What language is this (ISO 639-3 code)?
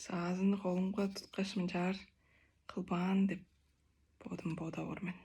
tyv